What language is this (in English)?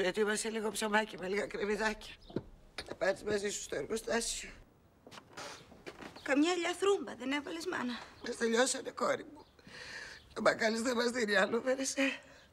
Greek